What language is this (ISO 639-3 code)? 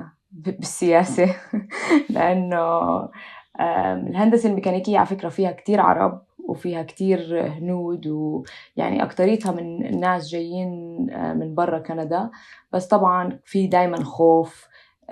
apc